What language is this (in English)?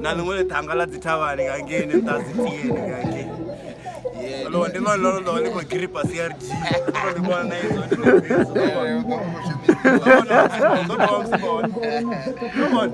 Venda